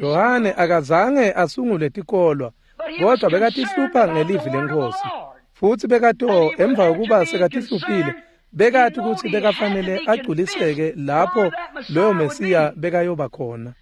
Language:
Swati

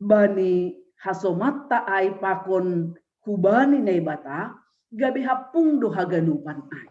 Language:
Batak Simalungun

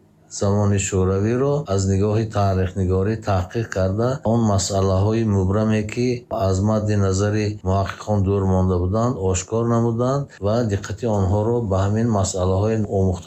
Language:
Tajik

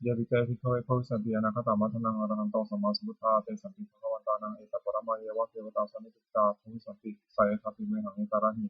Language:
Pali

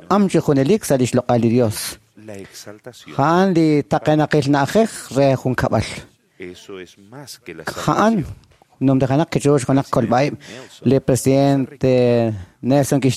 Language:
Kekchí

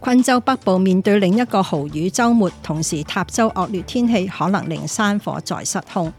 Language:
Cantonese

